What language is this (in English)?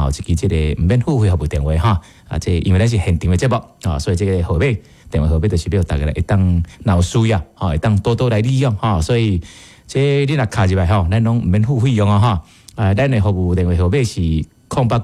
Min Nan Chinese